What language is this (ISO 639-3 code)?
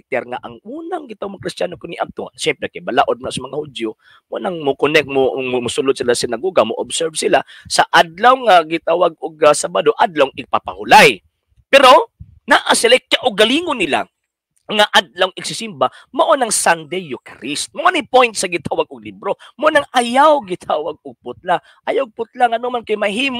ceb